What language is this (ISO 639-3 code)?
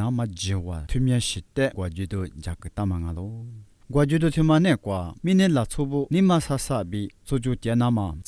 lis